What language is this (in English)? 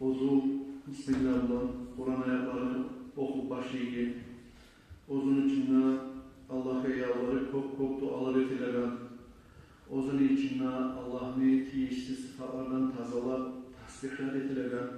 Kumyk